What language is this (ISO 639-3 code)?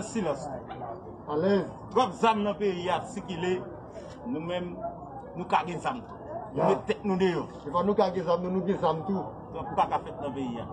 hat